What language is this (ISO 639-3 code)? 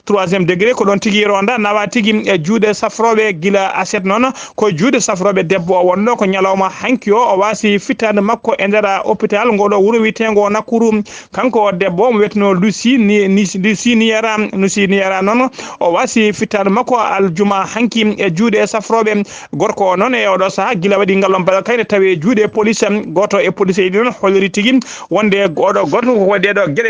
ful